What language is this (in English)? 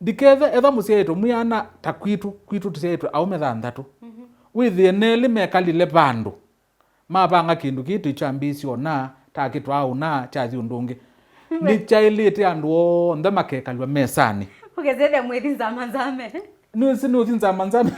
Kamba